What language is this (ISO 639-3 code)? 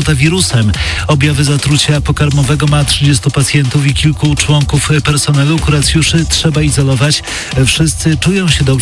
pol